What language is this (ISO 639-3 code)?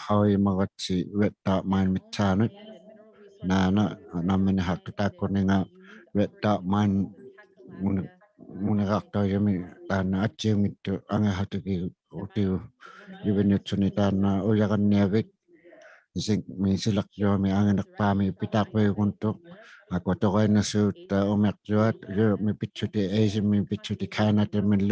iku